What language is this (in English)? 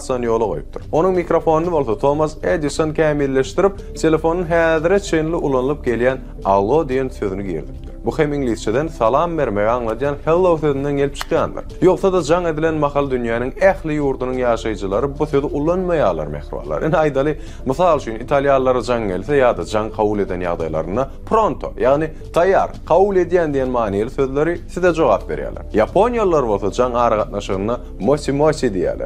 Turkmen